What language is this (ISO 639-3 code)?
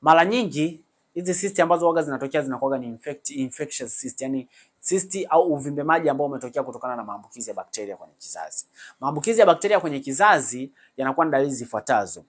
swa